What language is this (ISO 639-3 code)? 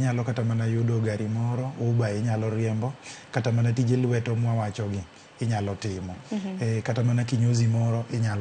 luo